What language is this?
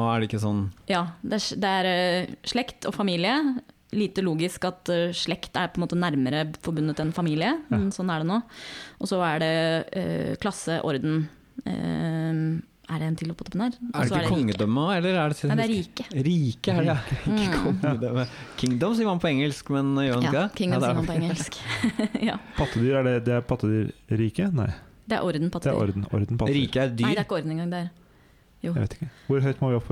Norwegian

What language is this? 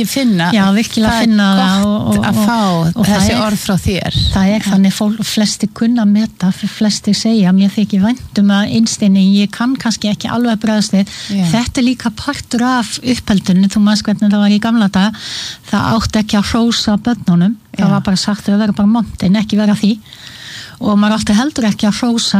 Icelandic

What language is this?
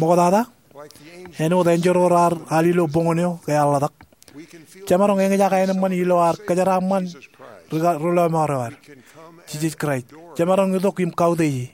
Marshallese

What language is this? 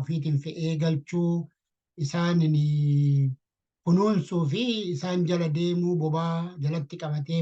Oromo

